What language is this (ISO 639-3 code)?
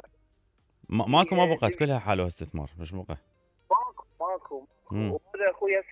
acm